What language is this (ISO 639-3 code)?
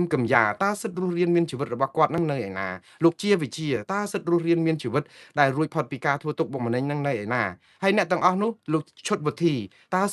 khm